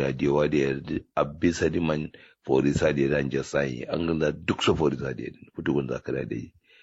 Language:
Kanuri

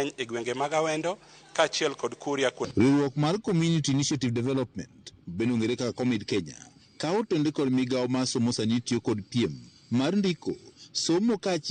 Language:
Luo (Kenya and Tanzania)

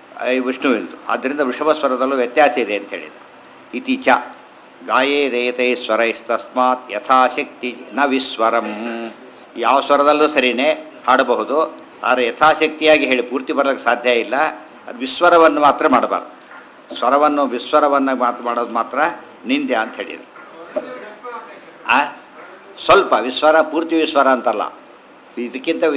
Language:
Kannada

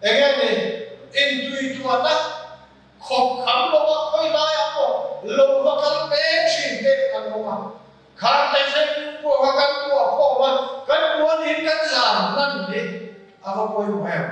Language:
Mizo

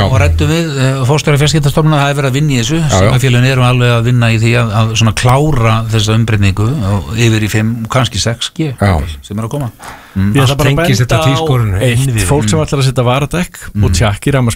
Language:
Icelandic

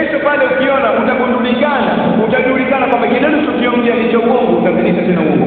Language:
Swahili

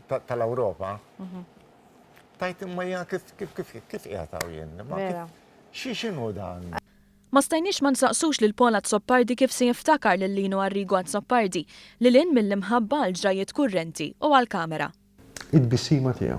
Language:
Maltese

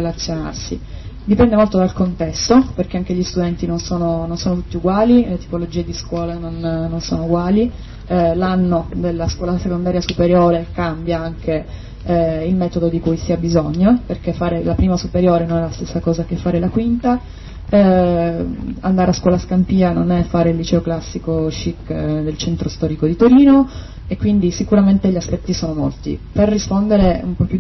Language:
Italian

